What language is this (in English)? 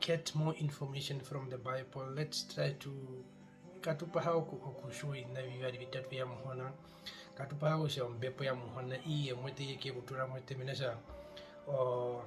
Herero